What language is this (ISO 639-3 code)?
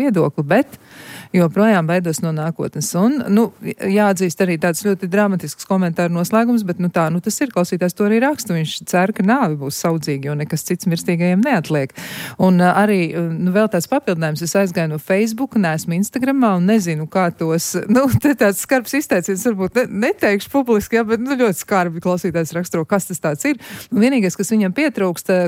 lav